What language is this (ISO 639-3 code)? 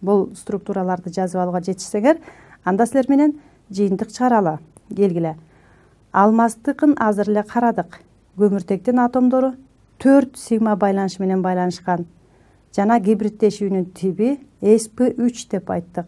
kir